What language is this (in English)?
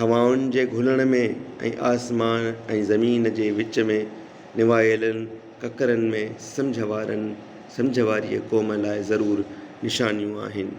Sindhi